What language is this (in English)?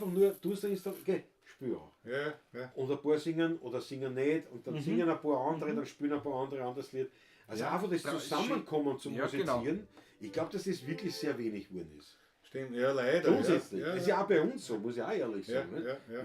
Bavarian